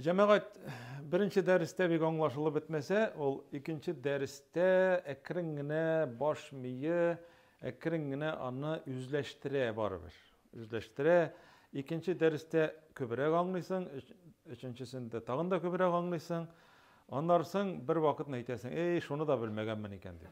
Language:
Tatar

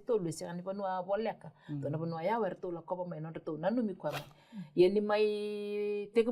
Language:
Fijian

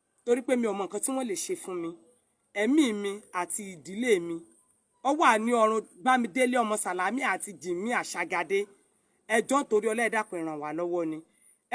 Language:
Yoruba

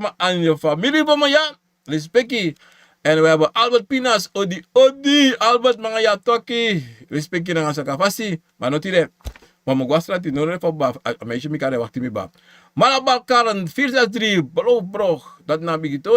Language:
Sranan Tongo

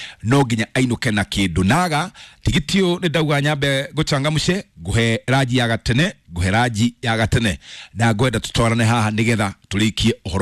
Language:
Kikuyu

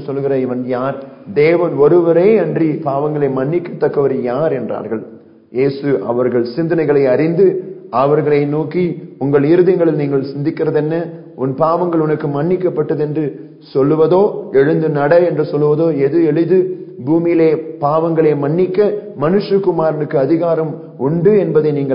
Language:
Tamil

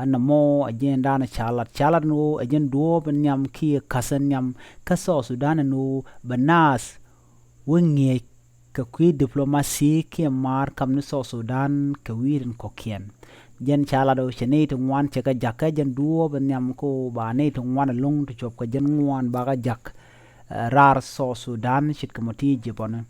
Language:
Nuer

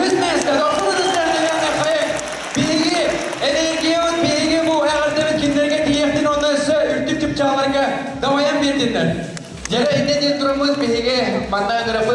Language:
Yakut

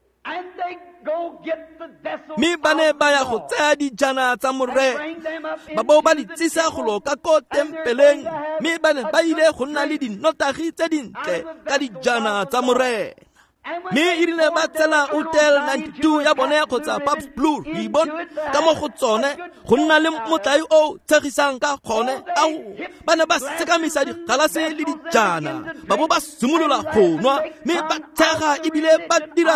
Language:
Tswana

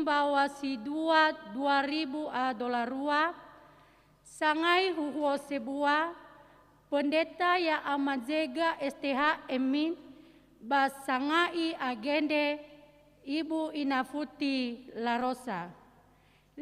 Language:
Nias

